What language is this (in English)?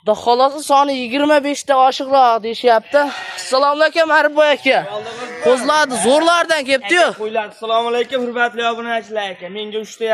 Uzbek